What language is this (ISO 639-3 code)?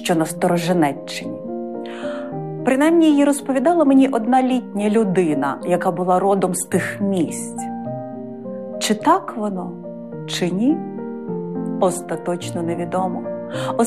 ukr